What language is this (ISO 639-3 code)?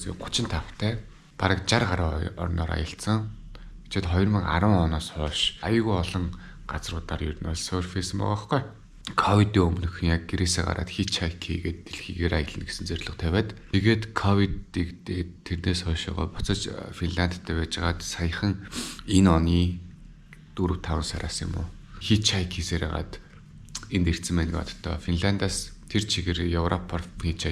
mon